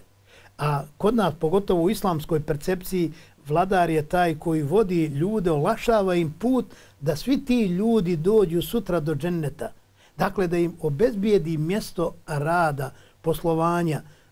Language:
Bosnian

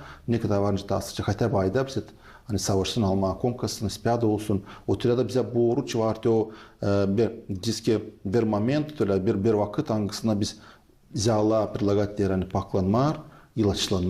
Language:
Gagauz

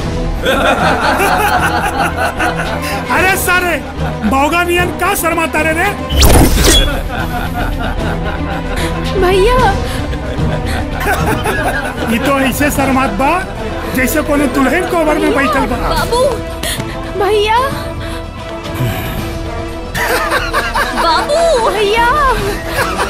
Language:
Bhojpuri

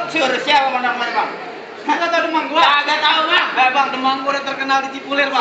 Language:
Betawi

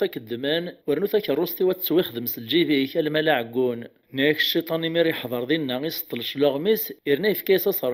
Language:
Kabyle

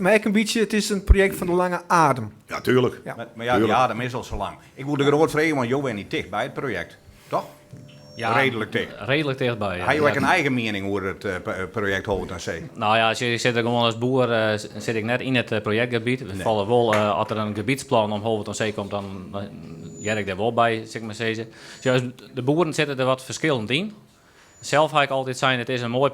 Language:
Western Frisian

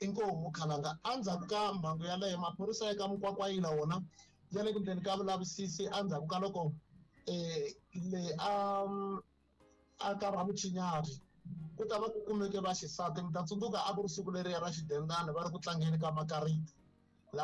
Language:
Tsonga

